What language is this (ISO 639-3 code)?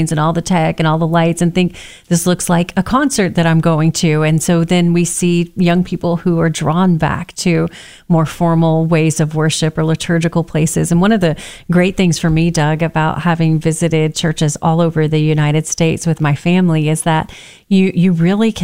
eng